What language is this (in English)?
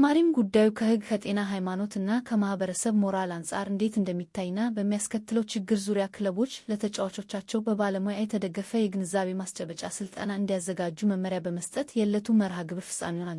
Amharic